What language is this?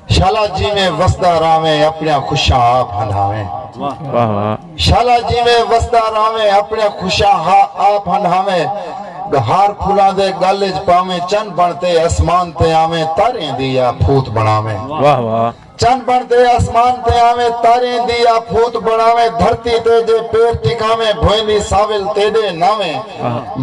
Saraiki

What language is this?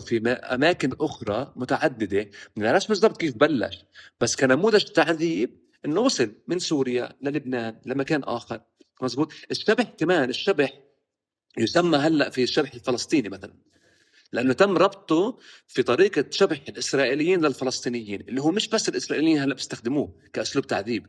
North Levantine Arabic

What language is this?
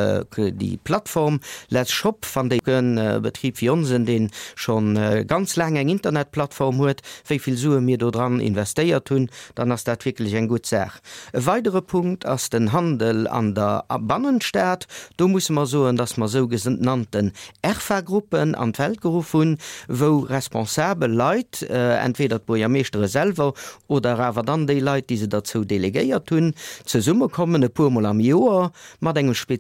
Luxembourgish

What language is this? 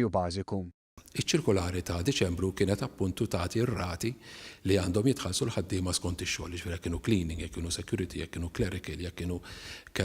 Maltese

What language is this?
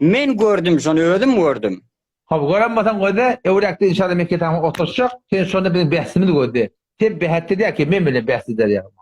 Turkmen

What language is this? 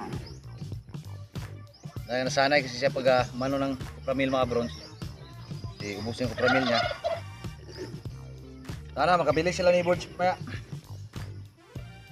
Filipino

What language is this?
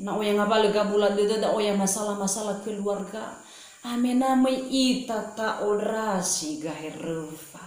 Nias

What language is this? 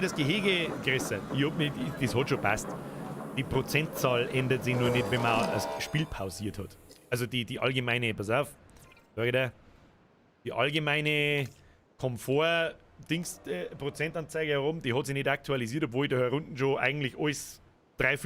Bavarian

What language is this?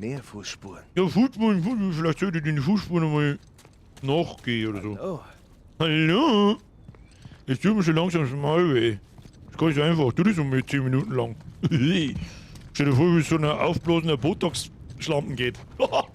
Bavarian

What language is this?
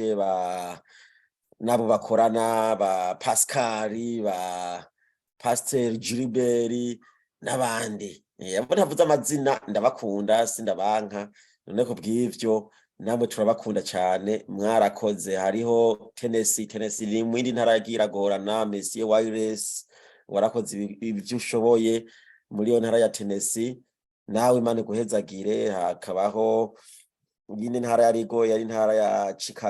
Rundi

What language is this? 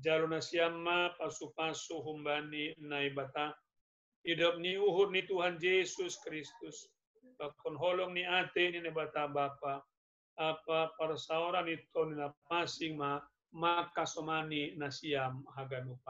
Batak Simalungun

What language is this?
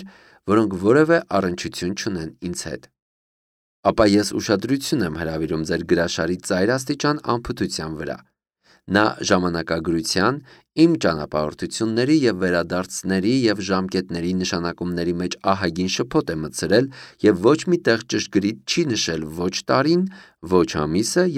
Armenian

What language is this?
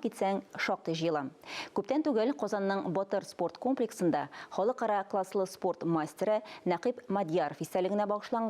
Tatar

